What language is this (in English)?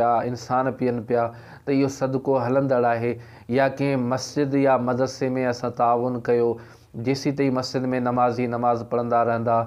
Sindhi